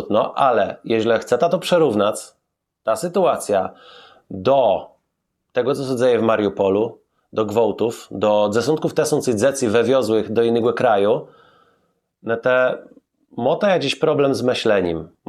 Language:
Kashubian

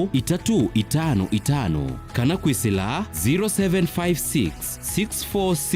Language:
Kamba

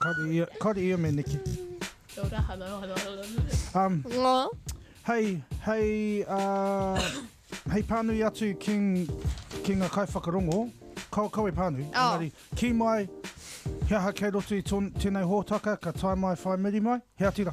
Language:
Māori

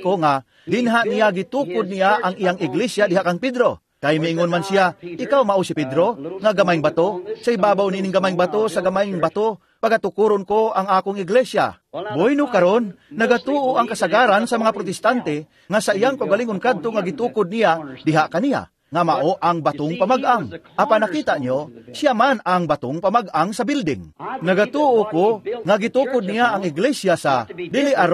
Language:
Cebuano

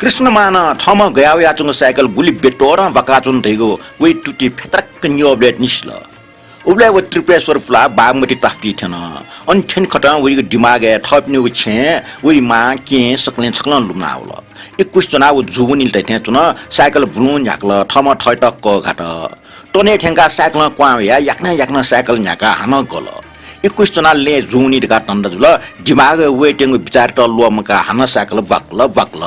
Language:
Newari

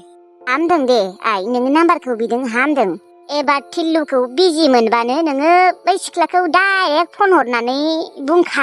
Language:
Bodo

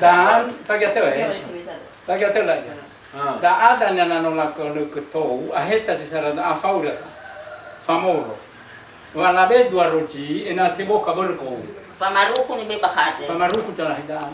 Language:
Nias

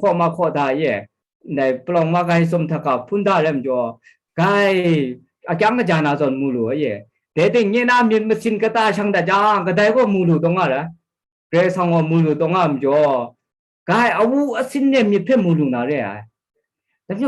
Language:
Kachin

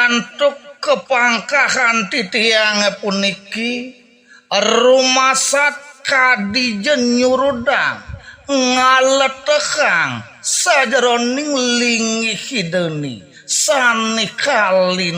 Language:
Balinese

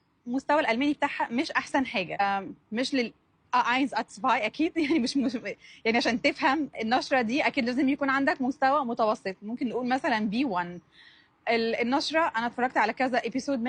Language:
Egyptian Arabic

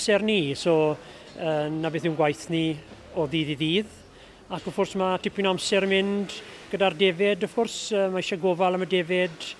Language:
Welsh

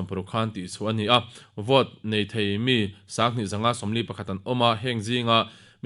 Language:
Mizo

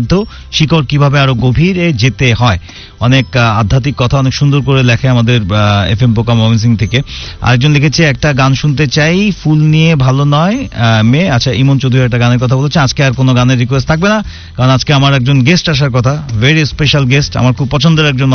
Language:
Bangla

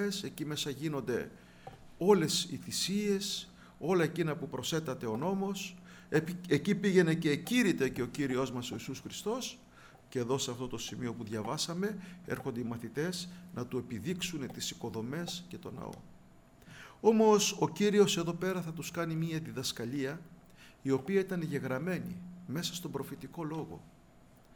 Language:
Greek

